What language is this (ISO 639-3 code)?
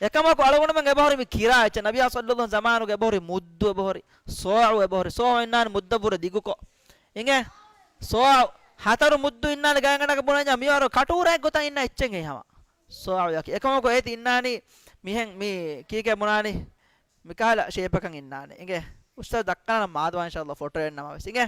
div